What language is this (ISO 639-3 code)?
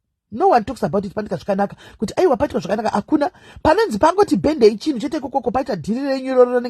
sna